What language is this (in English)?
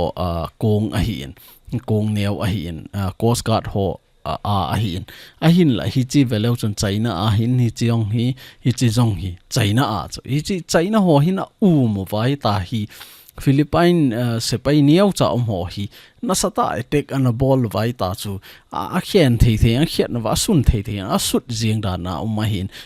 Thado Chin